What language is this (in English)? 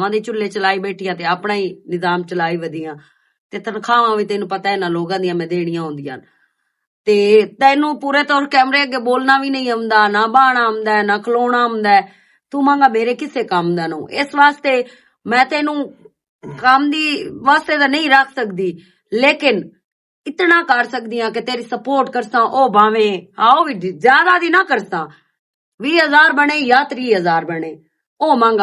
Western Panjabi